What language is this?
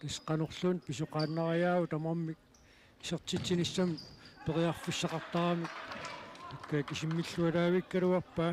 Kalaallisut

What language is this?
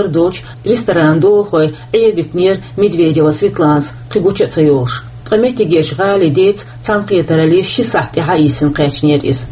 Chechen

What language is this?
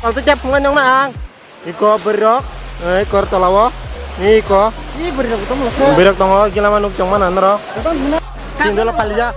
Kok Borok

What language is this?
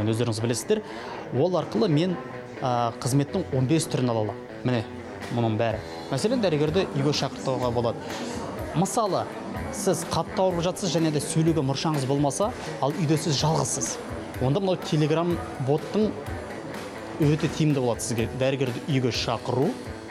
Kazakh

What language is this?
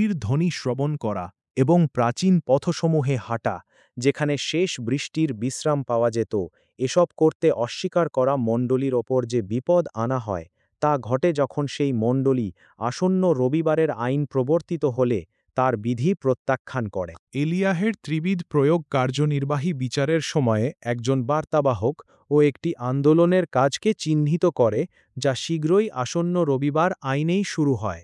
Bangla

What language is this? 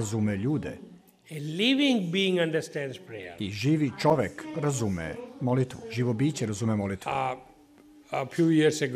Serbian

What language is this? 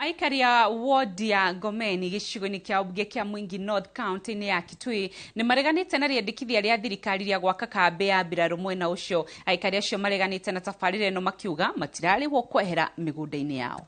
Kikuyu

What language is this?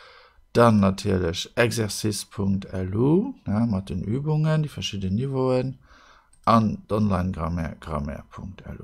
Luxembourgish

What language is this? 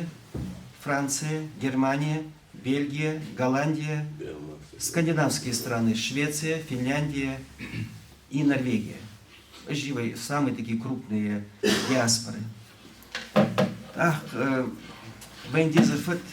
Ingush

